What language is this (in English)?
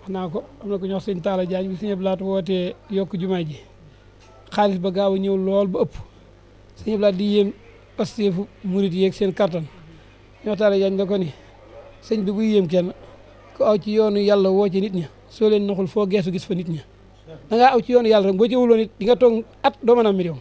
Wolof